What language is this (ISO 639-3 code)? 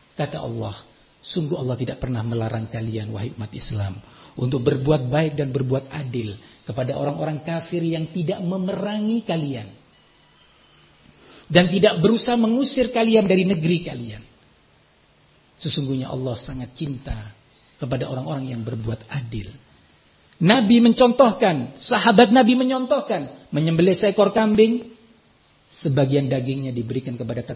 ind